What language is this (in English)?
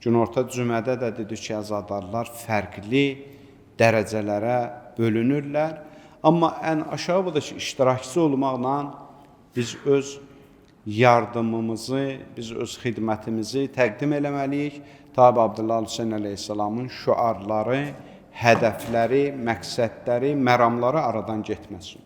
Azerbaijani